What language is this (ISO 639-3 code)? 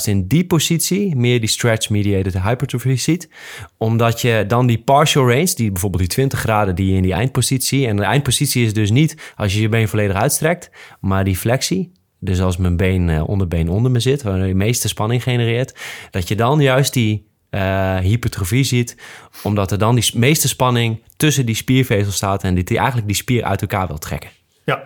nld